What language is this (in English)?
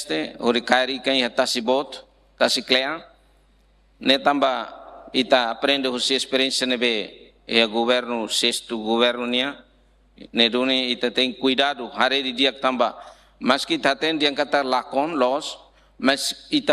Tetum